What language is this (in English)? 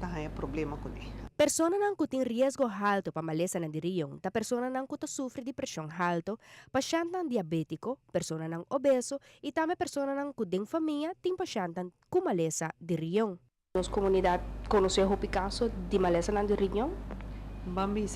Papiamento